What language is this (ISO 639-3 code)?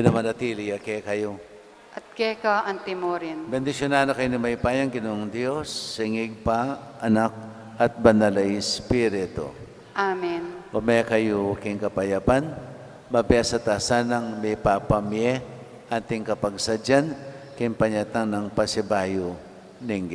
pam